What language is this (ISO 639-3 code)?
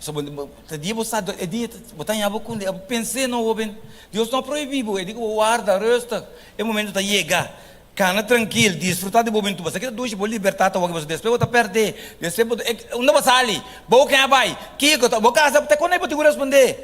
pap